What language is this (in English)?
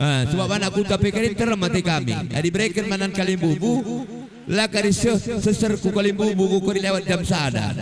Batak Karo